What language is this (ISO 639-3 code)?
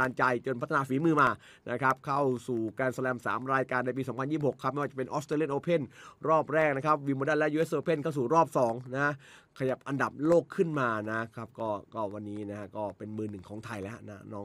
tha